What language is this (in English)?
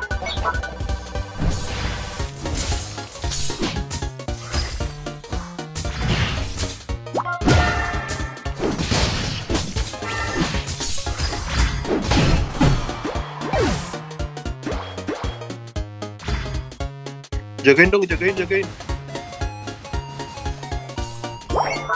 Indonesian